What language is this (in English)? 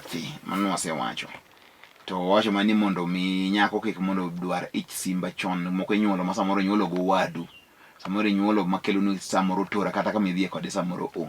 Luo (Kenya and Tanzania)